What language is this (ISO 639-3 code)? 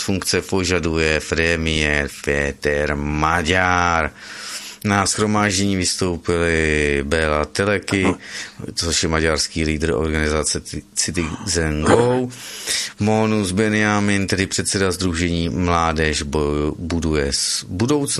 ces